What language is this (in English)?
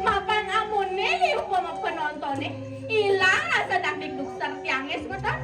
Balinese